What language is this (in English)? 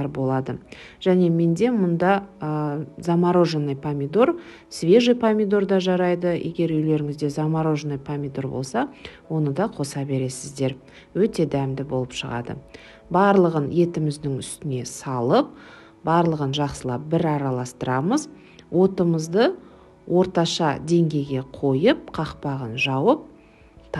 Kazakh